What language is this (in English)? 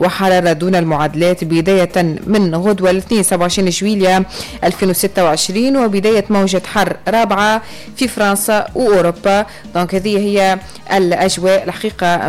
Tunisian Arabic